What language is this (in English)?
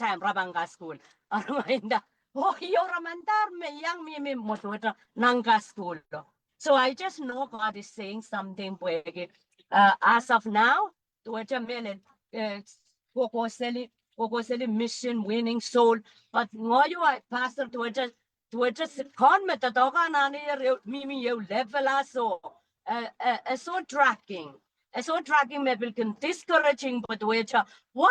Pohnpeian